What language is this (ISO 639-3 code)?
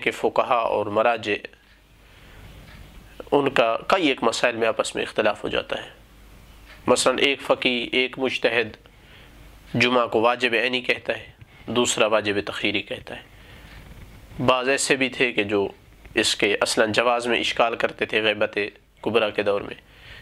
urd